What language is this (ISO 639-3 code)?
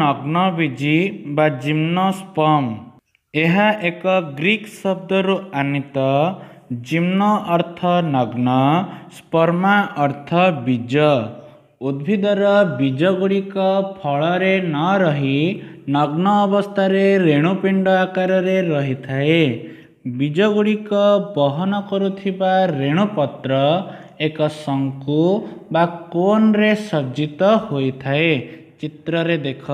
ori